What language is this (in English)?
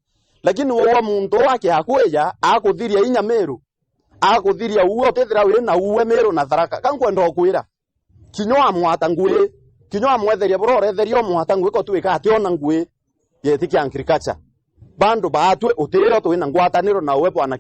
Meru